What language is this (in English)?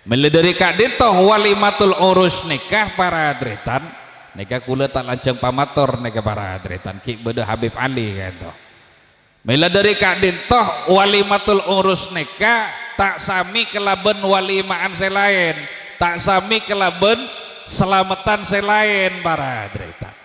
Madurese